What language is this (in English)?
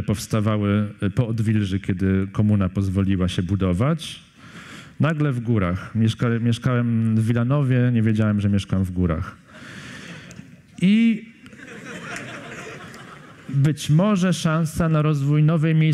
Polish